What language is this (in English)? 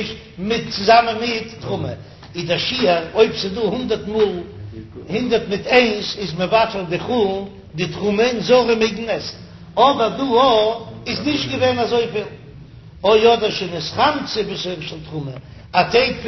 Yiddish